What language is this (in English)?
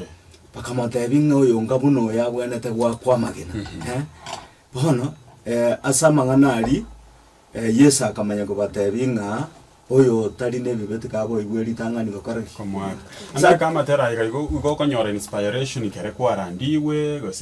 Gusii